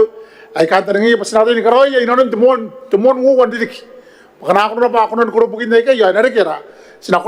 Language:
Gilbertese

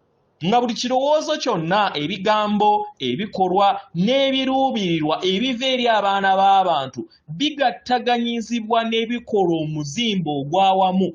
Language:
Ganda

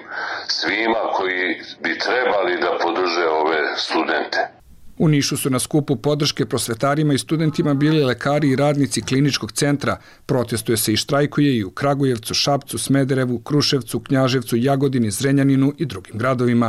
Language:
Bosnian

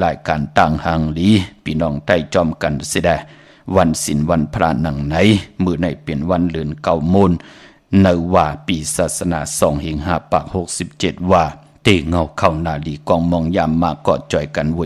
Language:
Shan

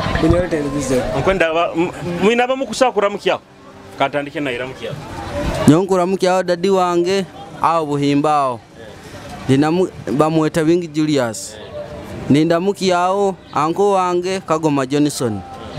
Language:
Nyoro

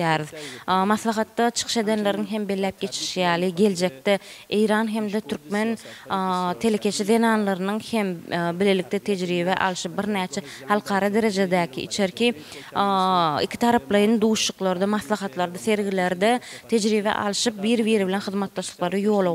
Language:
Turkmen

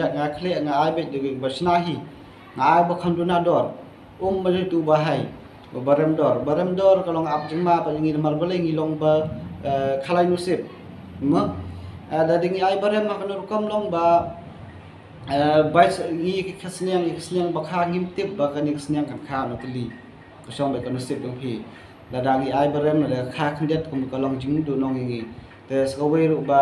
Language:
Khasi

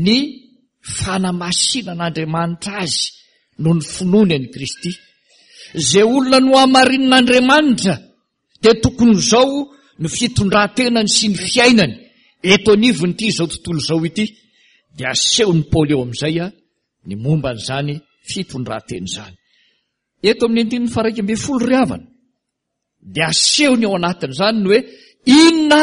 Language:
Malagasy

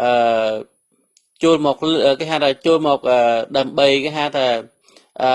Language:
Khmer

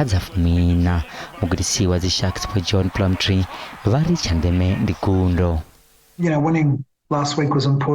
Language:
Venda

